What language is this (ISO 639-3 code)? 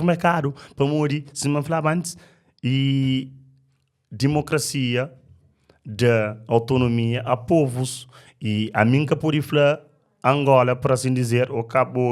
kea